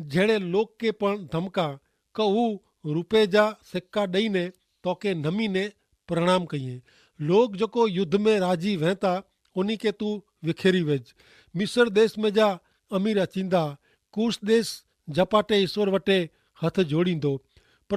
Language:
Kachhi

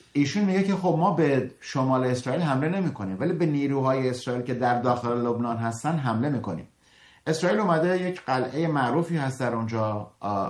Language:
Persian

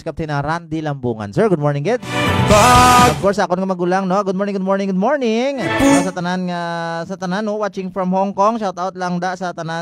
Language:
Hiligaynon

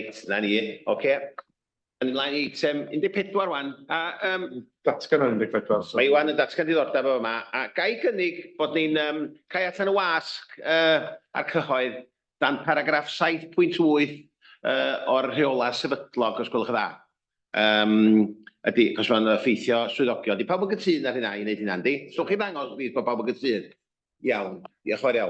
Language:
Welsh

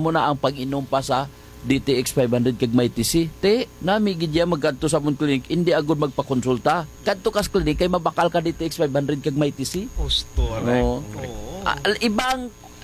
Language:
Hiligaynon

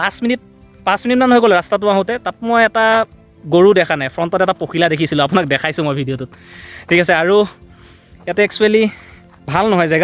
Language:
Assamese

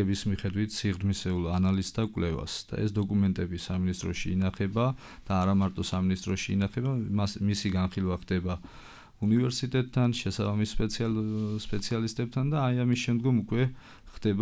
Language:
Georgian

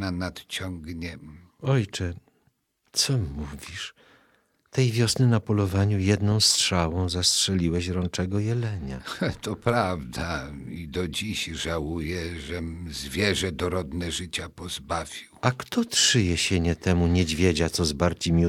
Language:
Polish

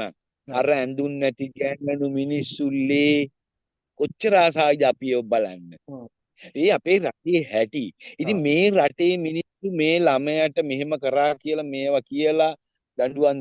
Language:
Sinhala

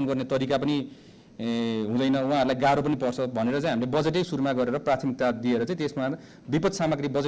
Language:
Nepali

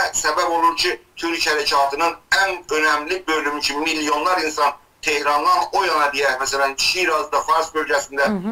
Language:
South Azerbaijani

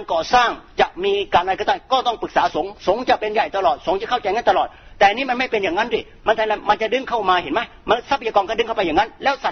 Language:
Thai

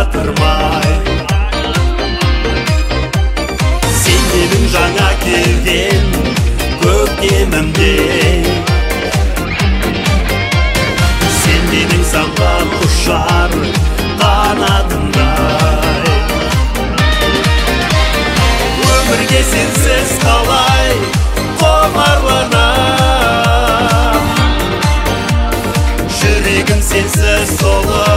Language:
Kazakh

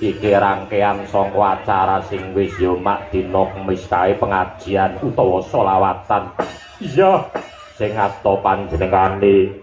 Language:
Javanese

